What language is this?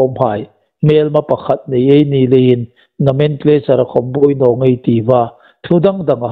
Hmar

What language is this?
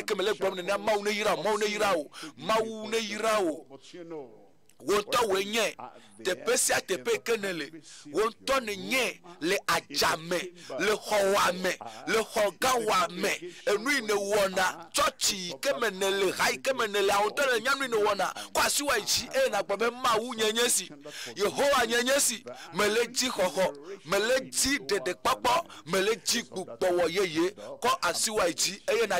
Ewe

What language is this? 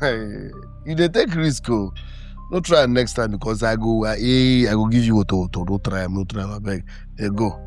Nigerian Pidgin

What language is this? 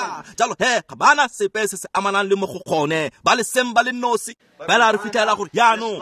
Tswana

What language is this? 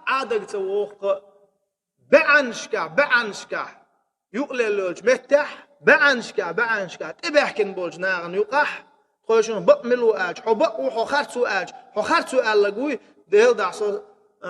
Chechen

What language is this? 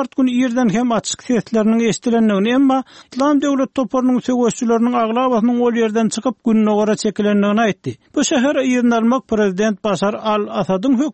Turkmen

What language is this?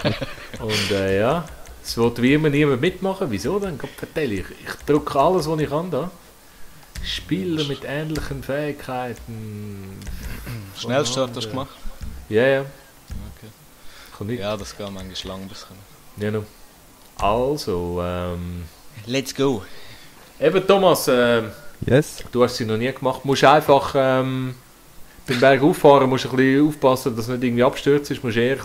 Swiss German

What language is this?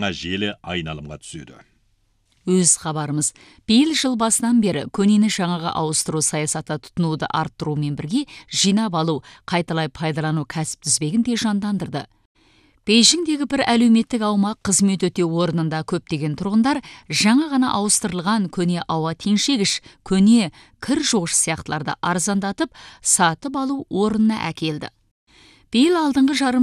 Kazakh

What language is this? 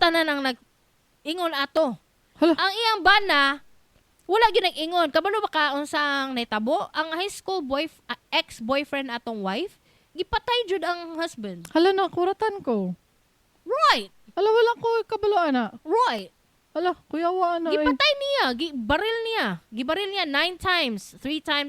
Cebuano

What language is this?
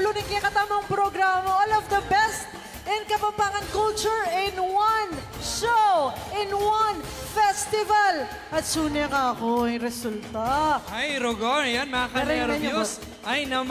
Pampanga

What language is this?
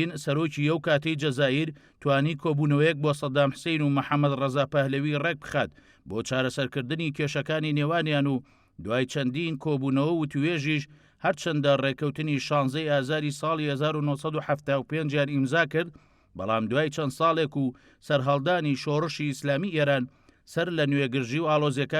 Central Kurdish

